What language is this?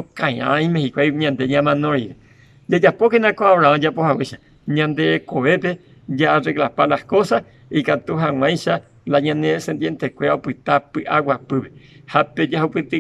Guarani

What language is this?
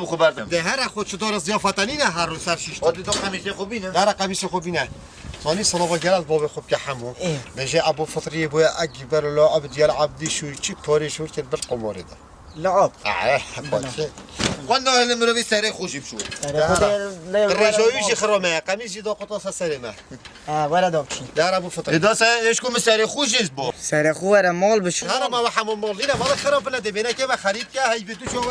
Kurdish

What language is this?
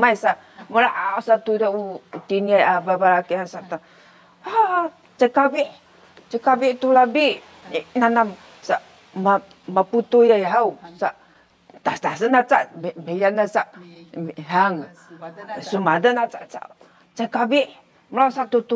Sakizaya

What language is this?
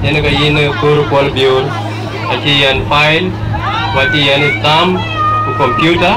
Dinka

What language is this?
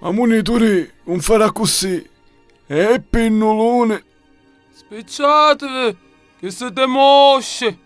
Sicilian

